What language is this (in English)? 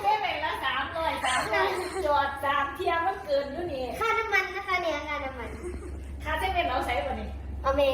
Northeastern Thai